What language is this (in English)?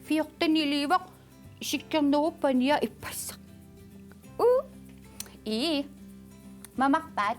Kalaallisut